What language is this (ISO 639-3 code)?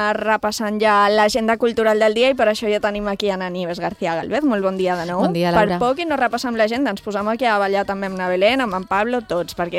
cat